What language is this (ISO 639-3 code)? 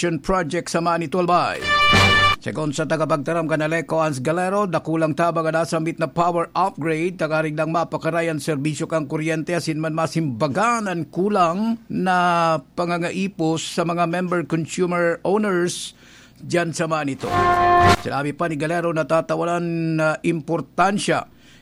bik